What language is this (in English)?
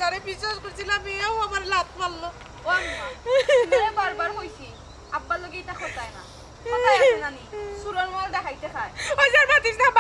Sylheti